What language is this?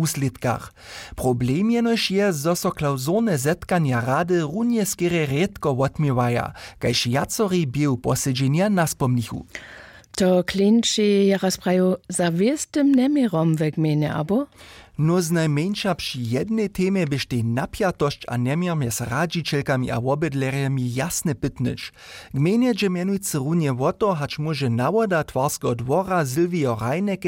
Upper Sorbian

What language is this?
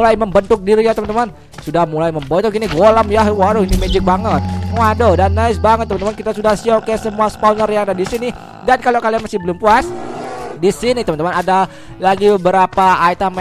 Indonesian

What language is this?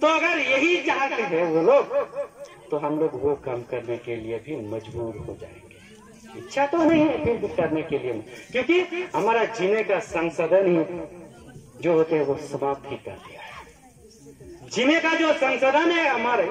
Santali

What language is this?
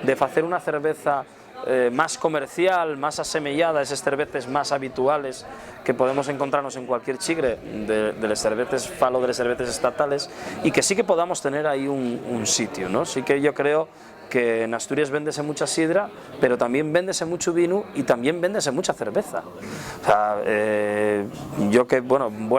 Asturian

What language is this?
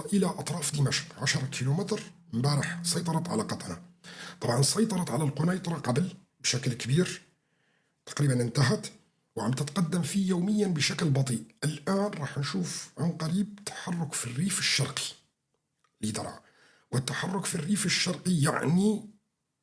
North Levantine Arabic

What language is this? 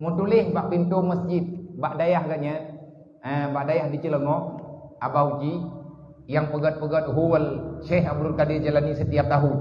Achinese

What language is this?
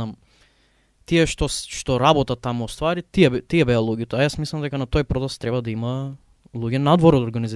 Macedonian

